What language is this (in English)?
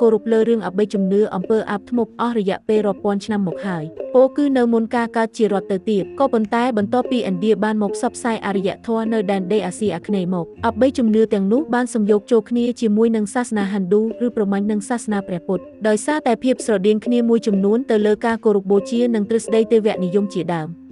Khmer